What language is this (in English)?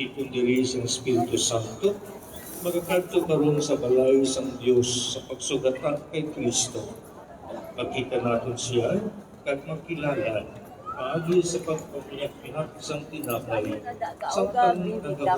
Hiligaynon